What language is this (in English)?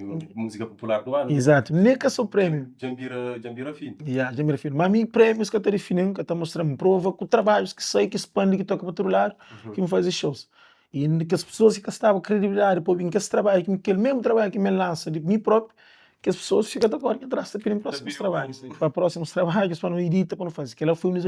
Kabuverdianu